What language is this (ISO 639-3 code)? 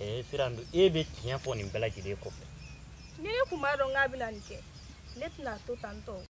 bam